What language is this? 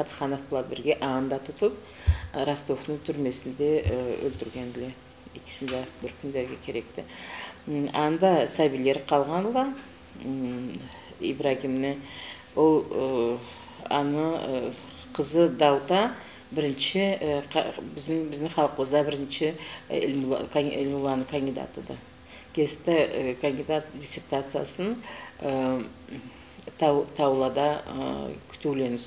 Karachay-Balkar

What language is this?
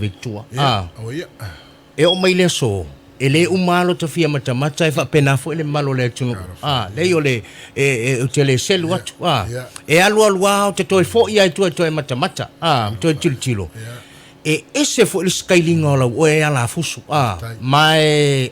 Samoan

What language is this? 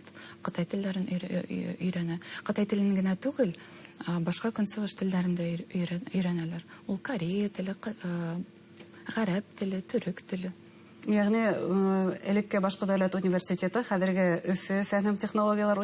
Bashkir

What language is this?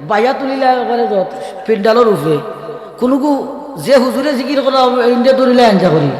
Sylheti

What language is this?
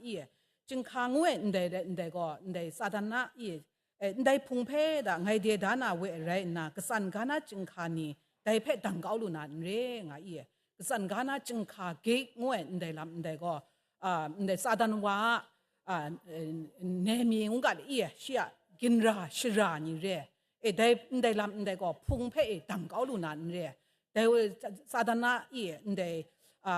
Kachin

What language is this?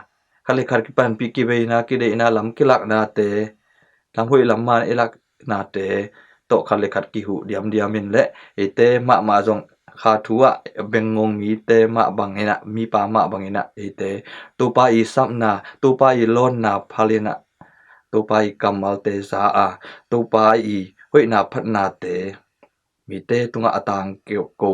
Tedim Chin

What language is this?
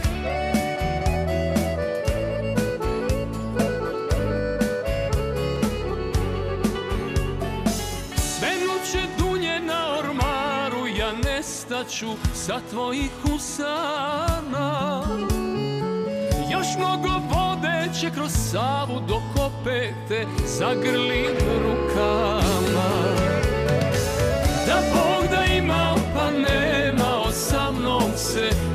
Serbian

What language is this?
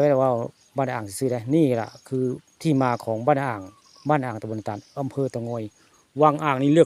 Northeastern Thai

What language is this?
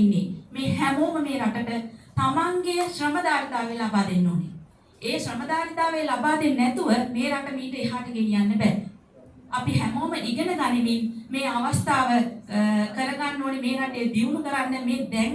Sinhala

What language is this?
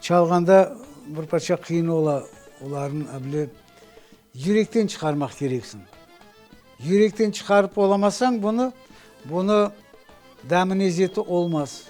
Crimean Tatar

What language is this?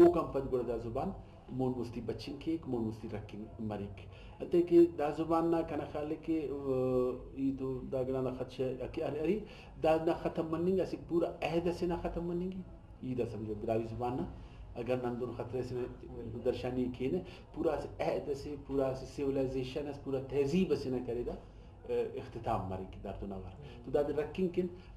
Brahui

